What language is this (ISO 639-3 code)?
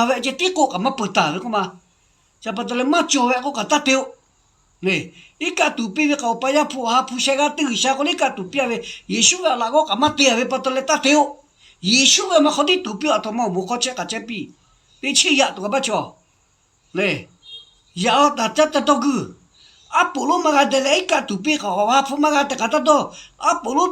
lhu